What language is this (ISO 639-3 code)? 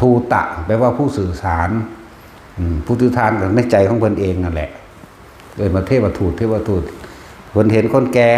tts